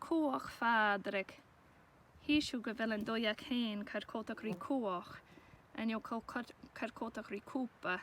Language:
Scottish Gaelic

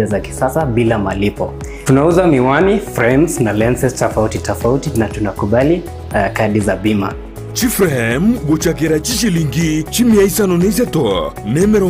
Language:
Gusii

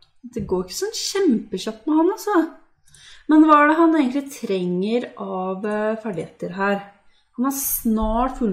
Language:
Norwegian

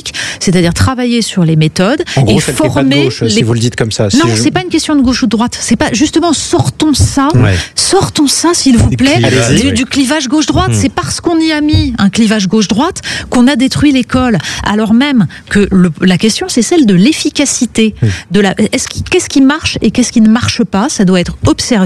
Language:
French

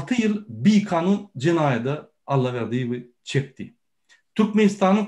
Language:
Turkmen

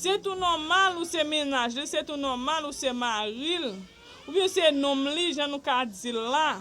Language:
Haitian Creole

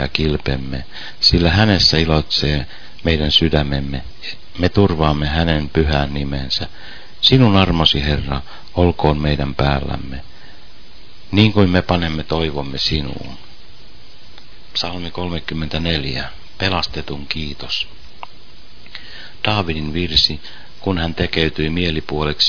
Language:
Finnish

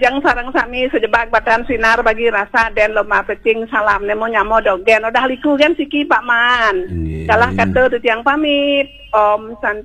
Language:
Balinese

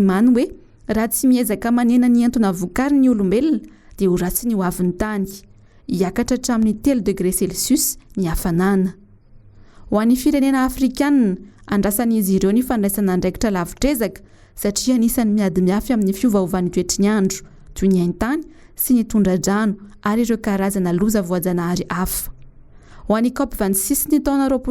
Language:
Malagasy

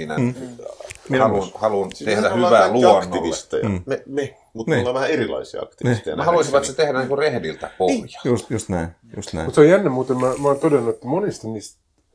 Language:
Finnish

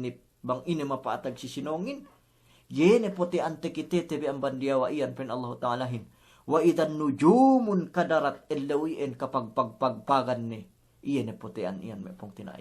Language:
Yakan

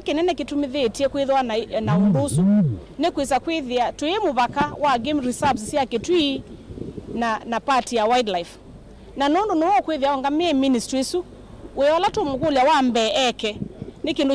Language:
Kamba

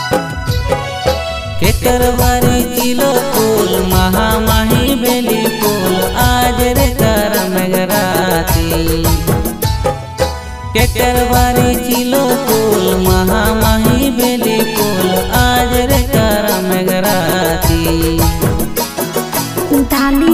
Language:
Bhojpuri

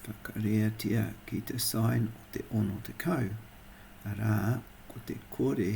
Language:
Māori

